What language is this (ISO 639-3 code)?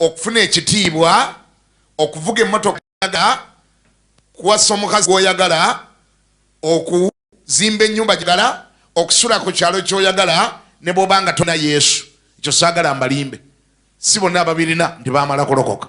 lug